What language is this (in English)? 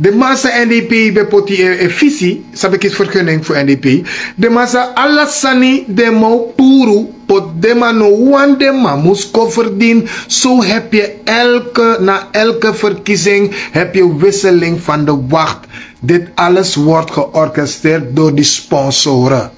Sranan Tongo